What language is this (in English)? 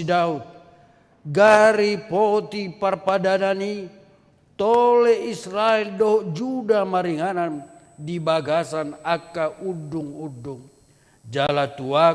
Batak Toba